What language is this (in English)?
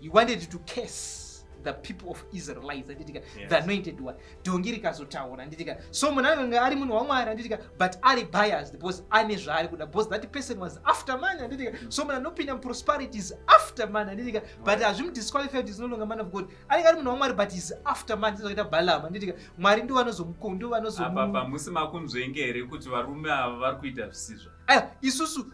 Shona